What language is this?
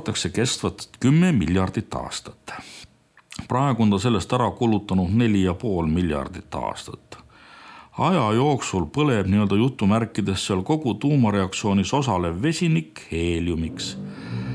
Estonian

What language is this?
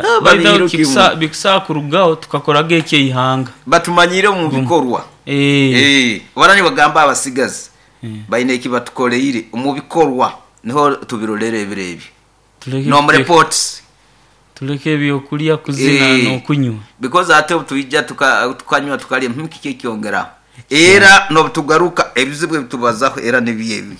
Nyoro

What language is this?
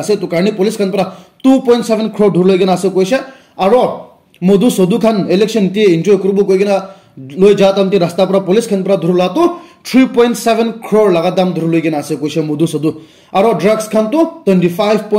Naga Pidgin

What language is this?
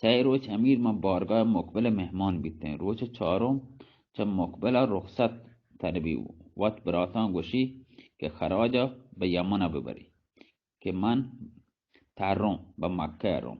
Baluchi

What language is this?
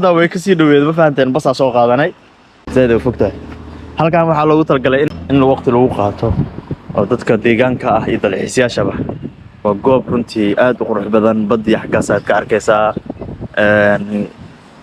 Somali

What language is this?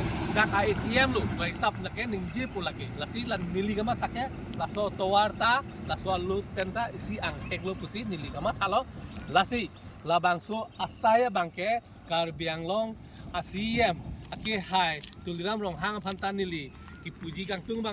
Karbi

